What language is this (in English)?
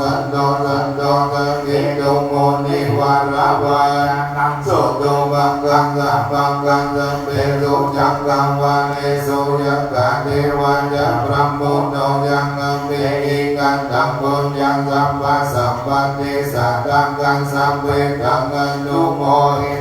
Pali